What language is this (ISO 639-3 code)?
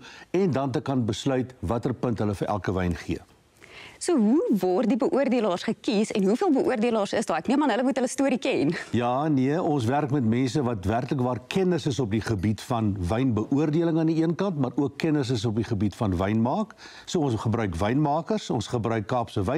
afr